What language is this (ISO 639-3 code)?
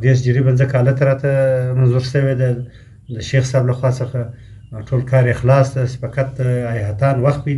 pus